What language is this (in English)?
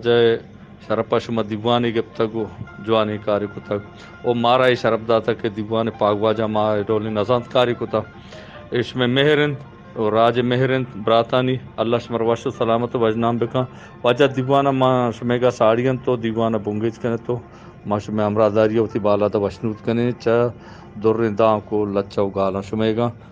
Eastern Balochi